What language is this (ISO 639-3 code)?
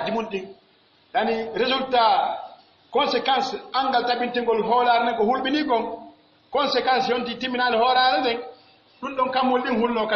fuf